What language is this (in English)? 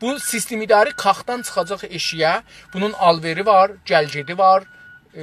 South Azerbaijani